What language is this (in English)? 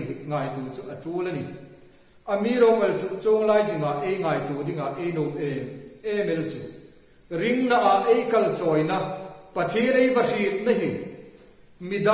Hmar